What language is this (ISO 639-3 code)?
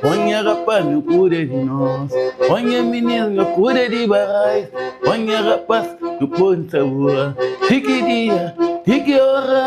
kea